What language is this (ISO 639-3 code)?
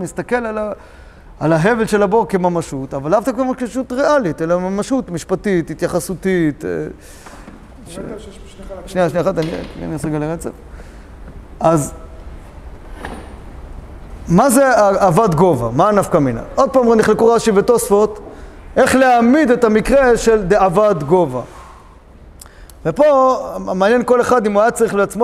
heb